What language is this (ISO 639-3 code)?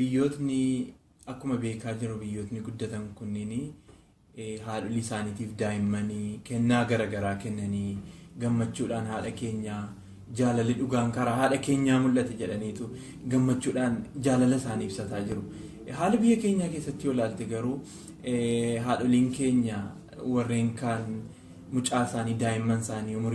orm